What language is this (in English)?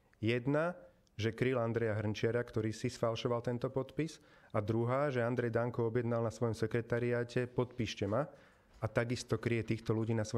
Slovak